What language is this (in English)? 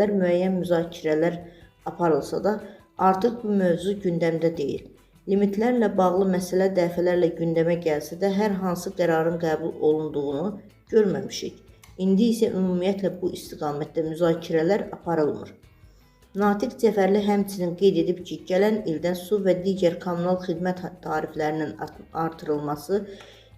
Azerbaijani